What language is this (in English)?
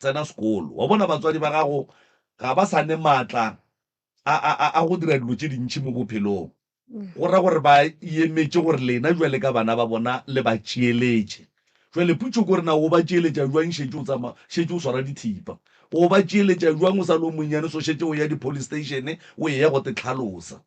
Northern Sotho